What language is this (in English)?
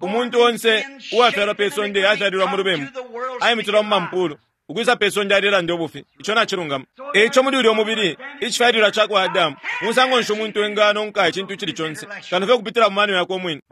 Bemba